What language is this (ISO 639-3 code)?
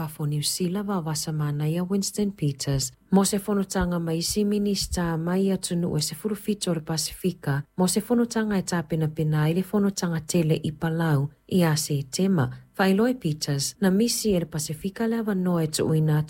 smo